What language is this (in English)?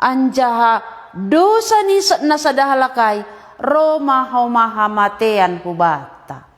Batak Simalungun